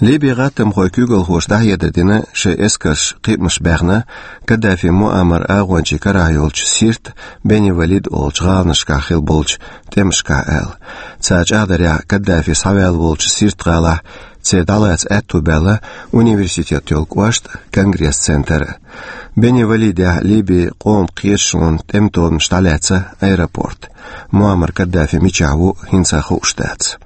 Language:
Chechen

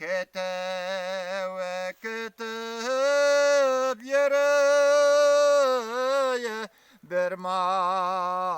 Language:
Bashkir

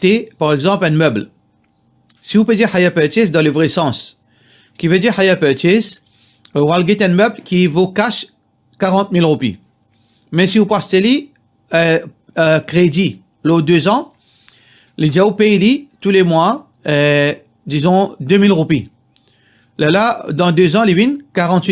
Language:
Morisyen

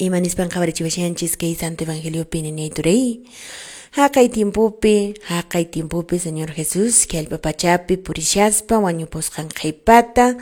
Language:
Quechua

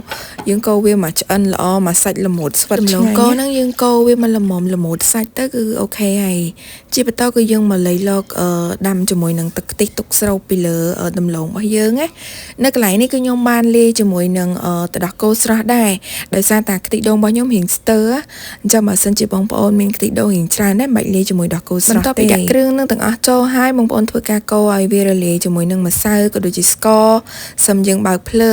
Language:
Khmer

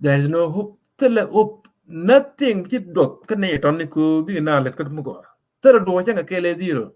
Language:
Nuer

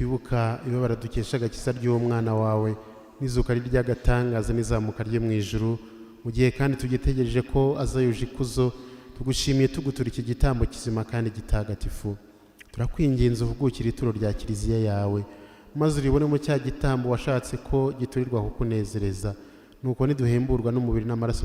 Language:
Kinyarwanda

